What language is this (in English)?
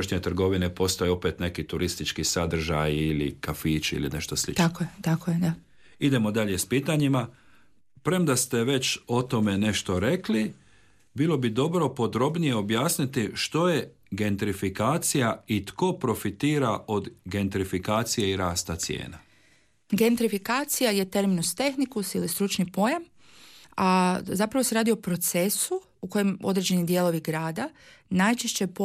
Croatian